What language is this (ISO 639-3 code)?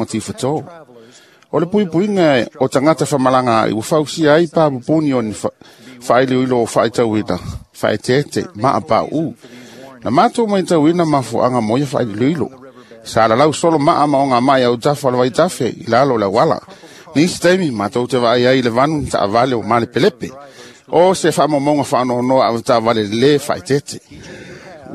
smo